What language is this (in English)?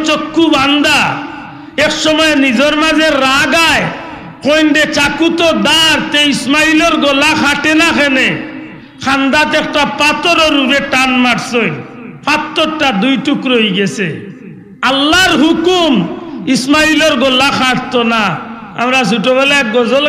Sylheti